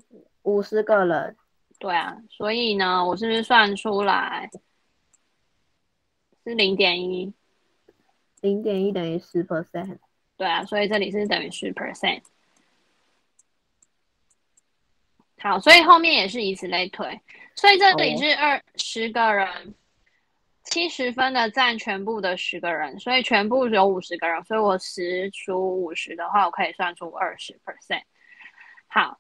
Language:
Chinese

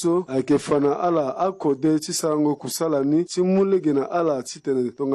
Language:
Sango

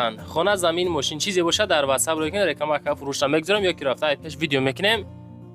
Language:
Tajik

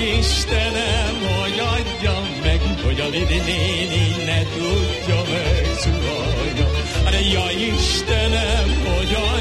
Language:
Hungarian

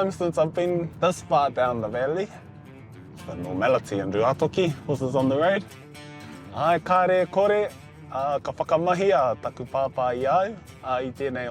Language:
Māori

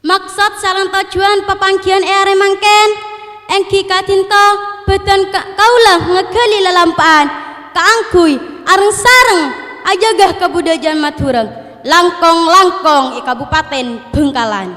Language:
Madurese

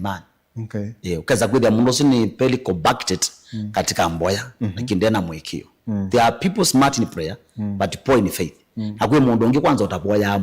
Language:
Kamba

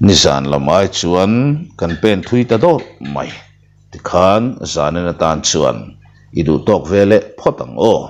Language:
Mizo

